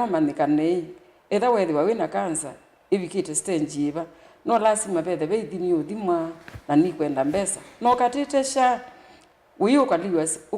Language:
Kamba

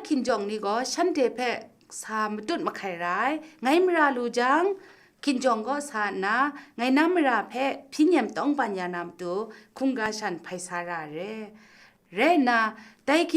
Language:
Kachin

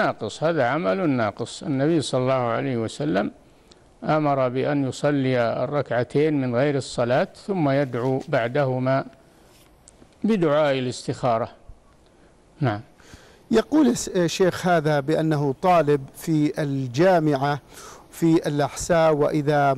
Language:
Arabic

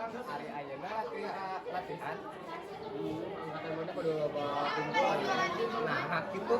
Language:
Sundanese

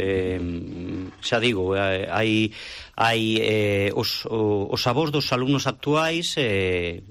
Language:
Galician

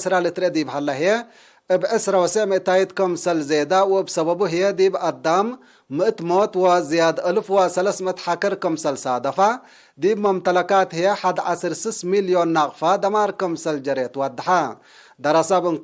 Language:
Tigre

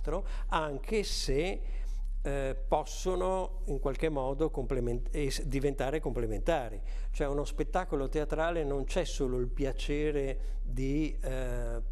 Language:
Italian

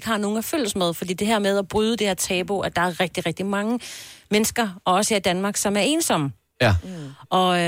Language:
Danish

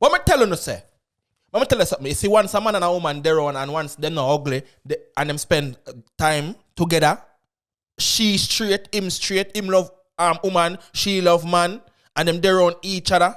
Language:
Jamaican Creole English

